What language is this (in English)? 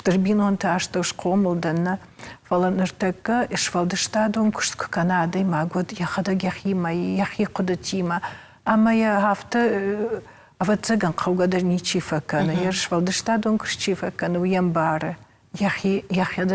Ossetic